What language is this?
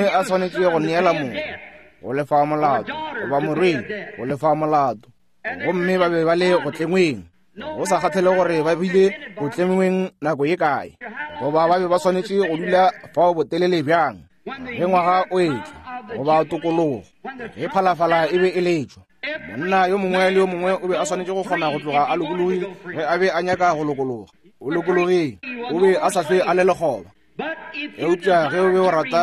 Northern Sotho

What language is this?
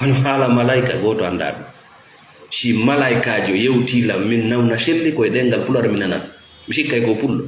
Fula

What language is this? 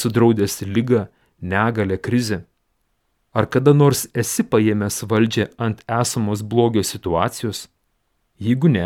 Lithuanian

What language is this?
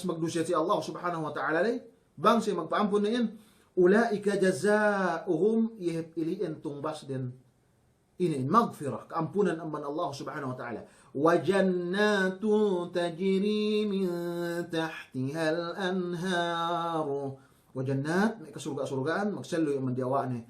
Yakan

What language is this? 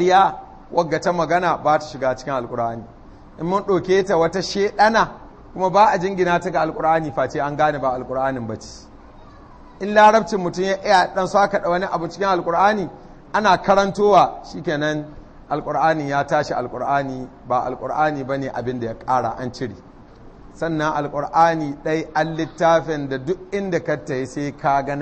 Hausa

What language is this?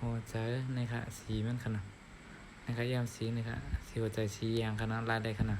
Shan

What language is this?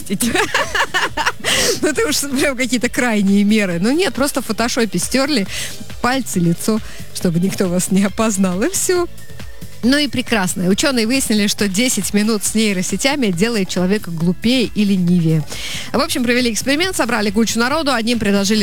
Russian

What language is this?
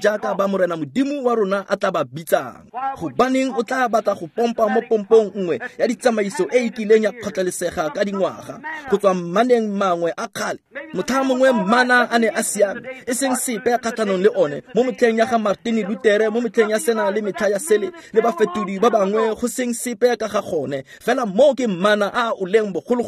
Tswana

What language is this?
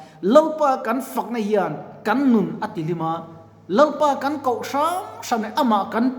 Mizo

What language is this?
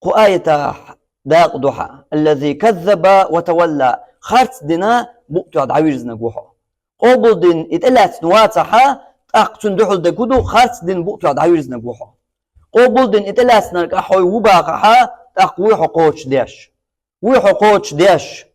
Chechen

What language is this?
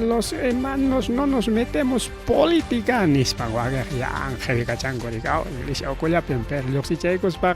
Ayacucho Quechua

